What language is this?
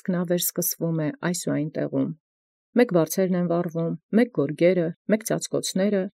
Armenian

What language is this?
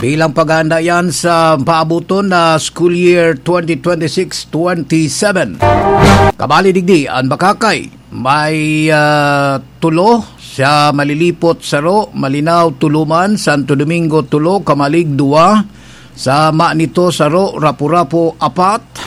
Bikol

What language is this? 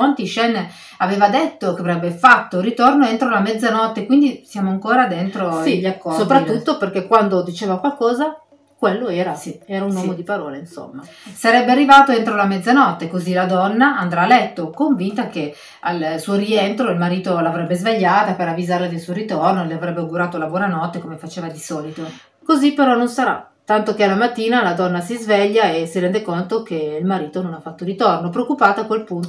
Italian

